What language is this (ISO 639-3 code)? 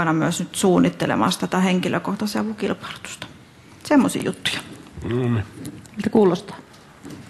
fin